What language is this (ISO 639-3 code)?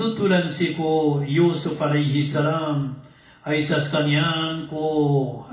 mrw